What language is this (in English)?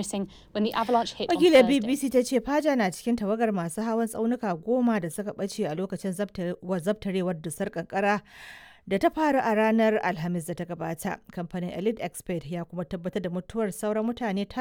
Hausa